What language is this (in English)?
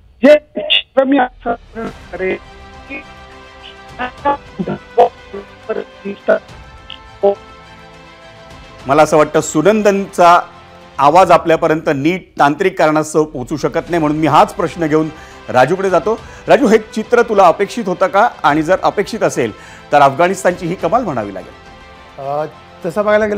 Marathi